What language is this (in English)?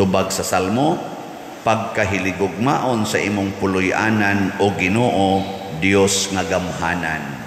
Cebuano